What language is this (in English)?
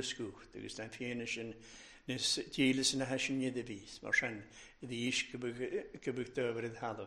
Welsh